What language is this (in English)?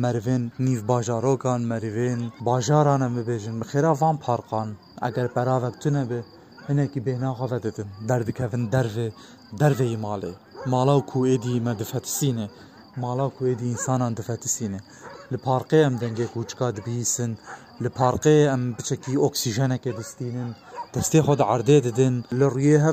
Kurdish